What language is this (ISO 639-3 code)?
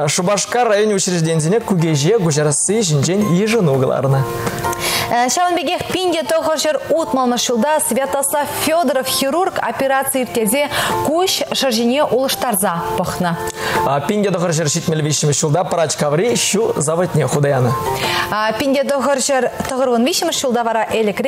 chv